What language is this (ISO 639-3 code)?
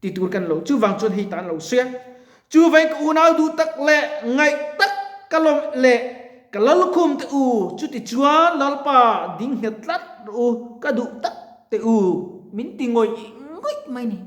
lus